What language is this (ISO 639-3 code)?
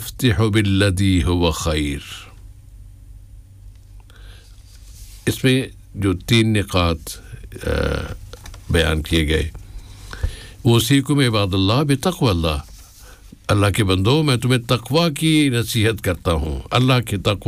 urd